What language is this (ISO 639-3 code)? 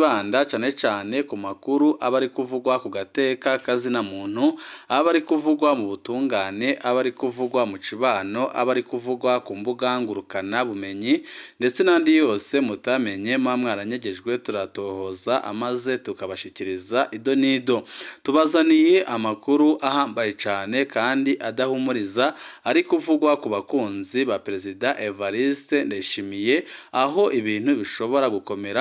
run